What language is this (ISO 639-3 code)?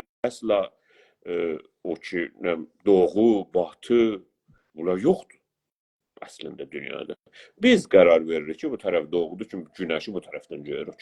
azb